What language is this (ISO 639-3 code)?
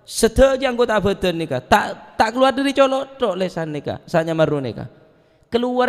mad